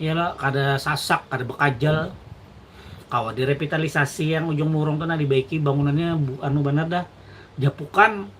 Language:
Banjar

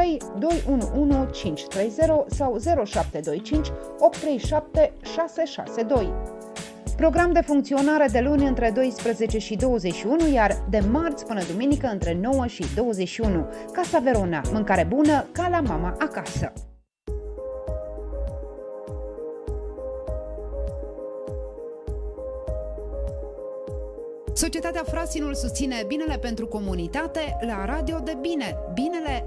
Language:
Romanian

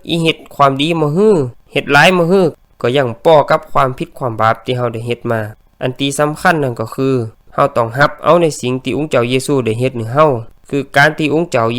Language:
Lao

